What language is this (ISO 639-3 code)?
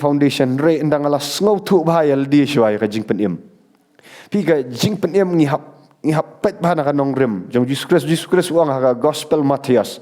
kha